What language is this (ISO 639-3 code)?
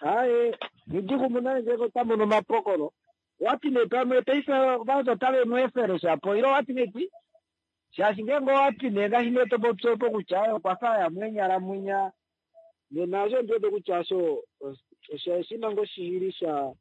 kua